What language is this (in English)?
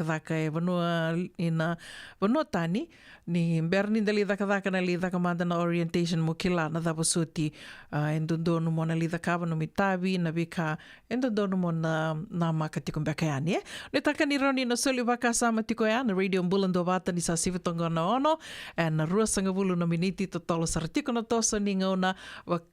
Fijian